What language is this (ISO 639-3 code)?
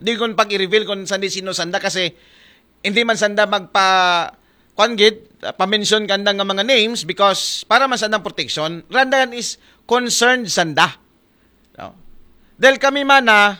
akl